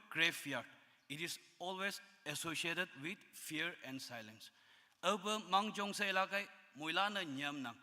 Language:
Konyak Naga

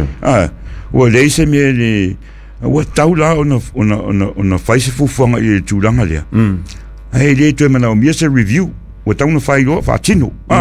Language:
Samoan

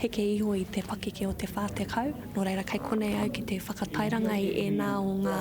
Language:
Māori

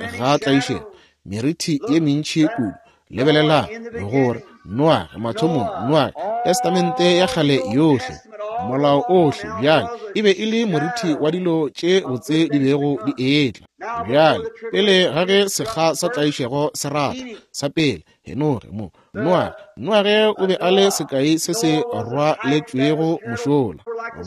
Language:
Northern Sotho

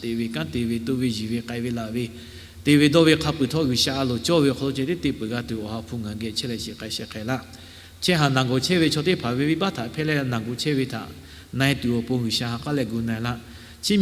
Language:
Lahu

